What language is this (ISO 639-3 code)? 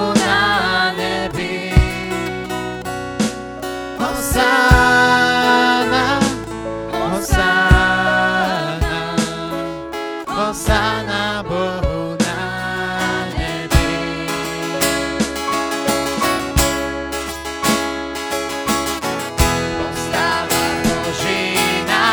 slk